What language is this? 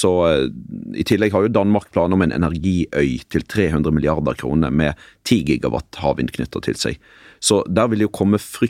Norwegian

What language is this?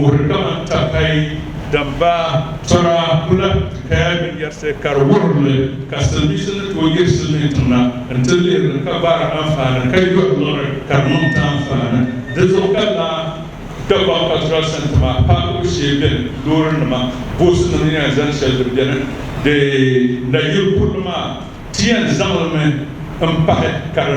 Dagbani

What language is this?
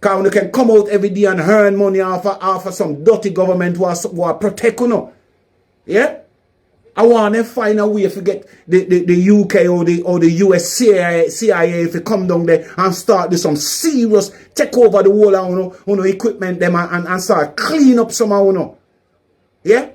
Jamaican Creole English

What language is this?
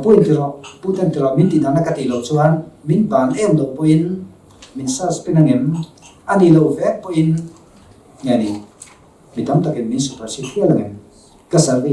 Mizo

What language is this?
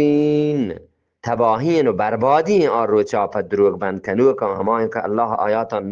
Eastern Balochi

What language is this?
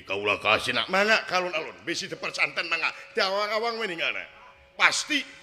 Sundanese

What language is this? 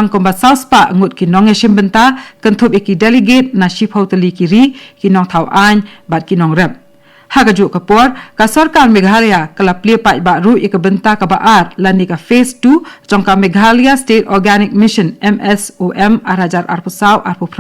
Khasi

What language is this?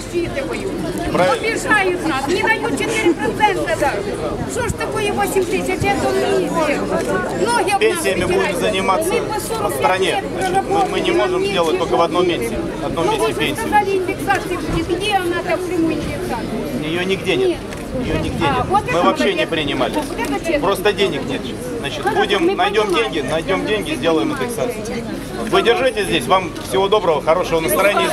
Russian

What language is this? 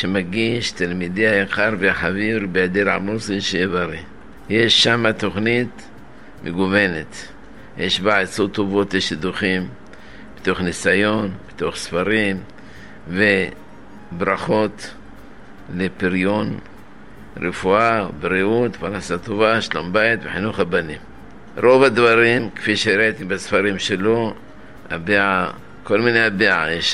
Hebrew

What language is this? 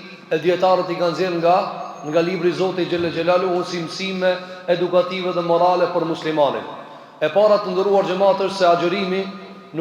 Albanian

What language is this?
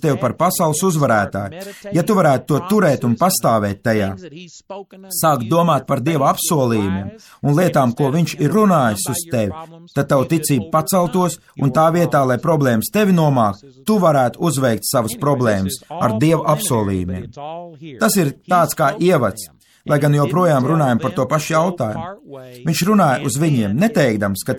Latvian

